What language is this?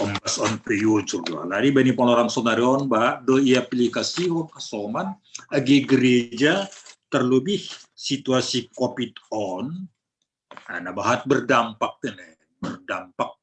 Batak Simalungun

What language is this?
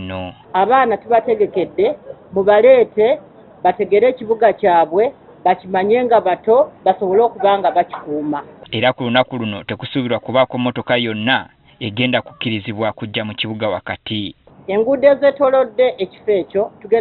Ganda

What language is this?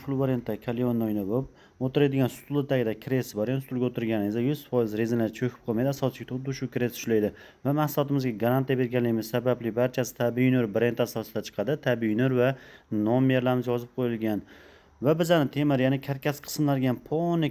Uzbek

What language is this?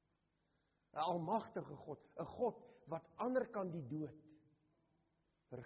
Afrikaans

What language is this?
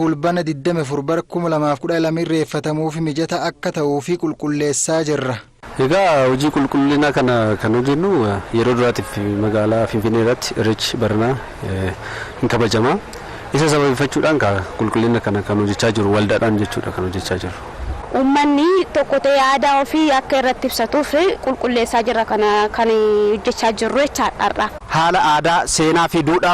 Oromo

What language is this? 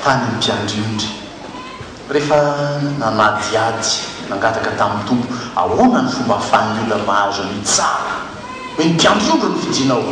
Malagasy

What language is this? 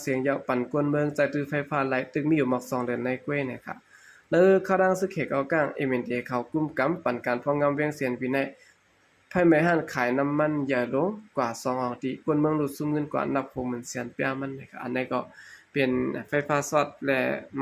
Shan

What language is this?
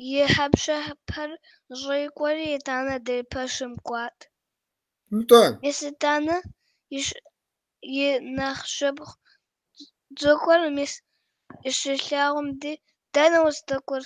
Kabardian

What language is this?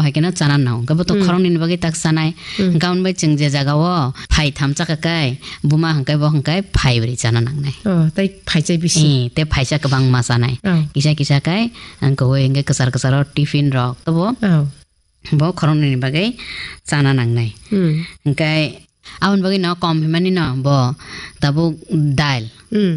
Kok Borok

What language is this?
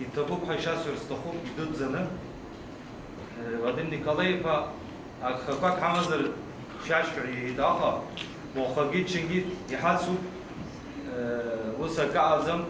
Abkhazian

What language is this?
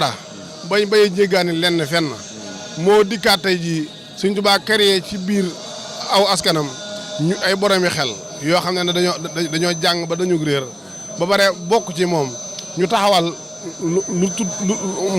Wolof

